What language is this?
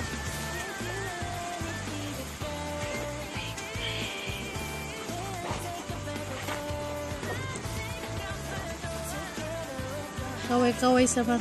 Filipino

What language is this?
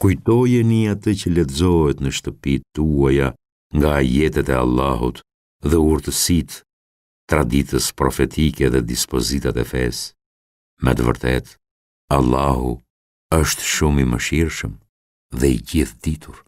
Albanian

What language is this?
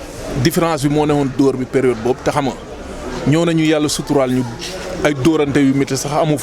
Wolof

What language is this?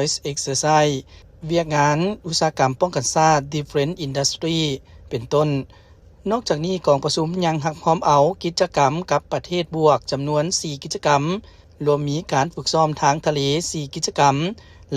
Lao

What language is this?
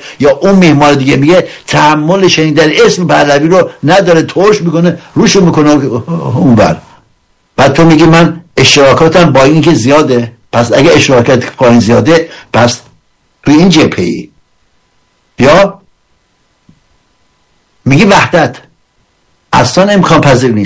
Persian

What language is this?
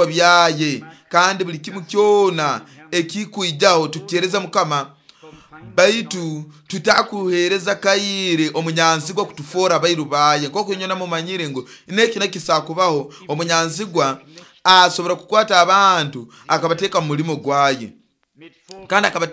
Nyoro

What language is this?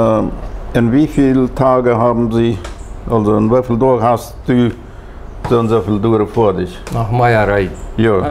Plautdietsch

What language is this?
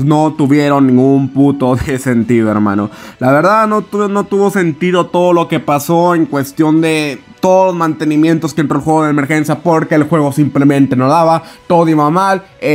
Spanish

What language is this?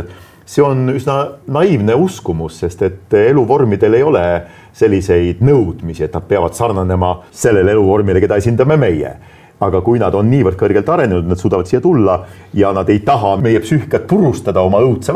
Estonian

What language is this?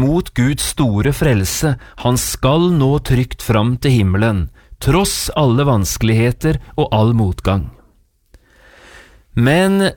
Norwegian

